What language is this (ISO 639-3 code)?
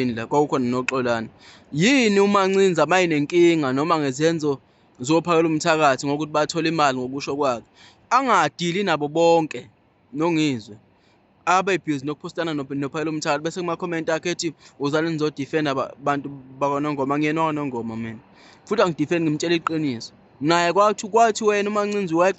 zul